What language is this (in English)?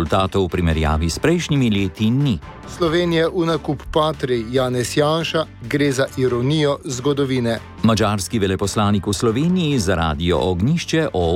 Slovenian